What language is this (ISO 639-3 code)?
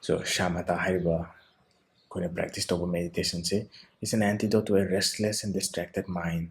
mni